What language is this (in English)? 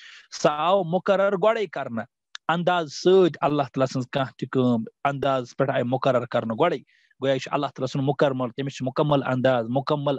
Kashmiri